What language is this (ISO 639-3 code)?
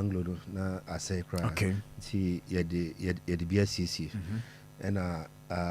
aka